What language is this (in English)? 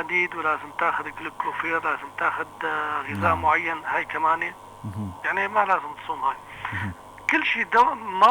North Levantine Arabic